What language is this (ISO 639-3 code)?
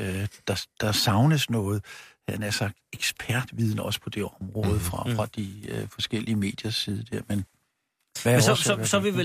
dan